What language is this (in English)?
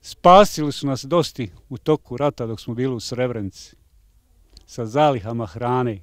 Bosnian